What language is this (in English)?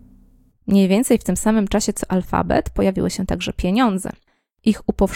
Polish